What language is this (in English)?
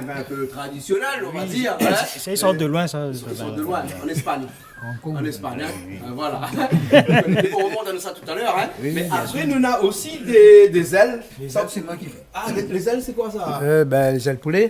Réunion Creole French